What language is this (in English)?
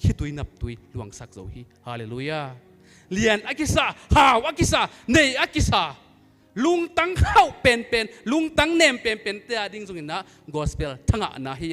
Tedim Chin